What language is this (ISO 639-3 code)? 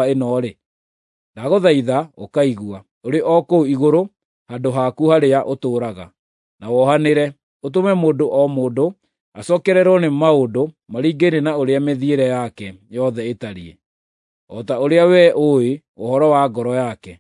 kik